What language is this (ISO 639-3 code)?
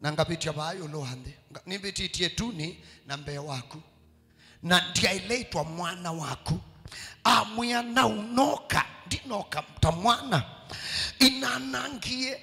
kam